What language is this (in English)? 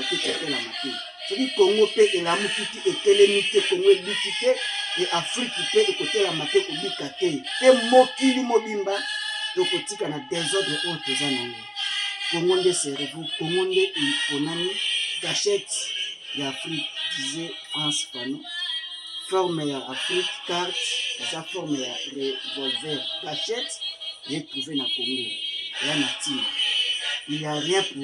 Lingala